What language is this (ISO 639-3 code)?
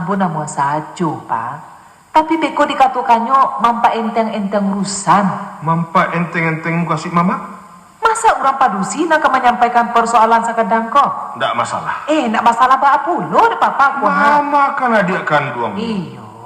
min